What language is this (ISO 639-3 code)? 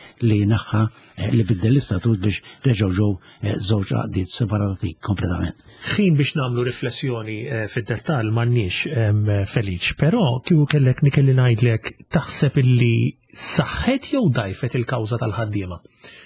mlt